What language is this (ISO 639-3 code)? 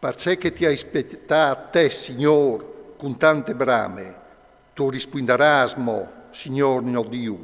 fur